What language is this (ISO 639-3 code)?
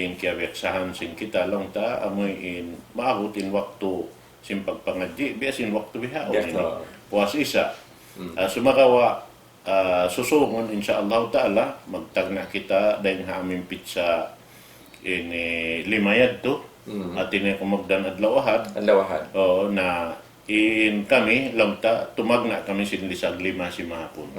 tsg